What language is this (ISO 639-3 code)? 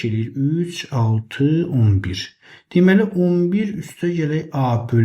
aze